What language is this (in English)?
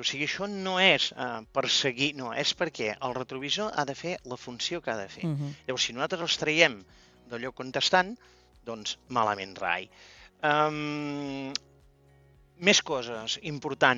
Catalan